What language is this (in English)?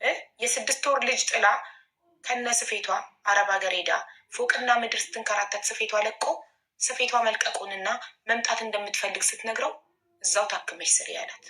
Amharic